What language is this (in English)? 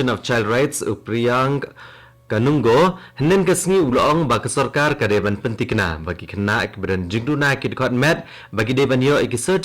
Khasi